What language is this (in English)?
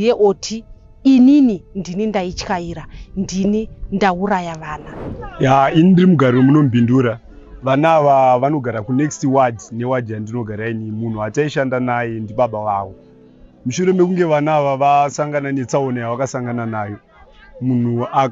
Shona